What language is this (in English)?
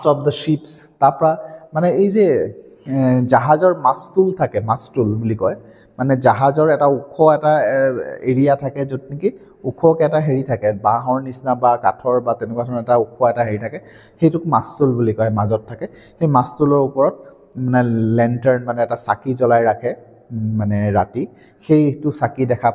Assamese